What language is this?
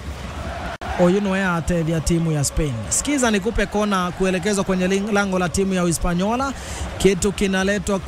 Swahili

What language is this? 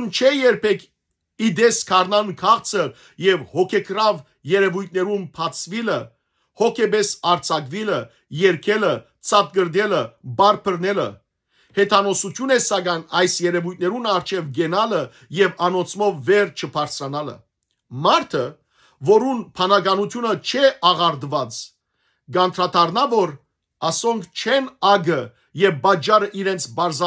Western Armenian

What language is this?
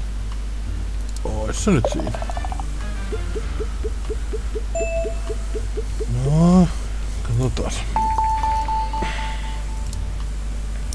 Finnish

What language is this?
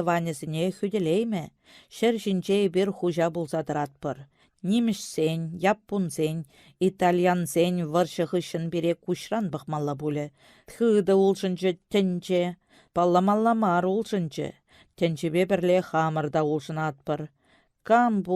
Chuvash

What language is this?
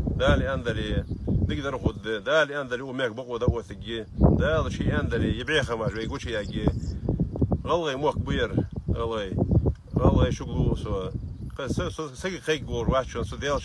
Ingush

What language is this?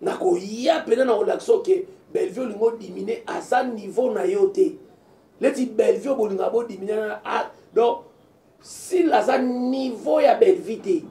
Lingala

